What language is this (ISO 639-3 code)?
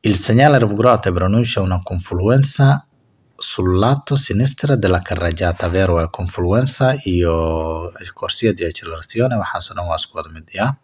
som